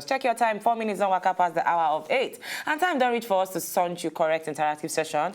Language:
Nigerian Pidgin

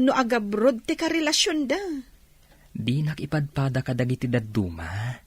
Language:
Iloko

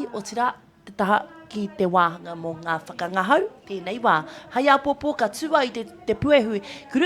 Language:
Māori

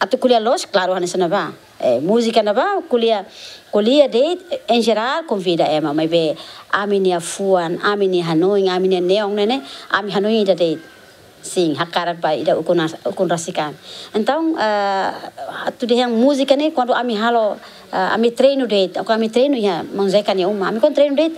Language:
Tetum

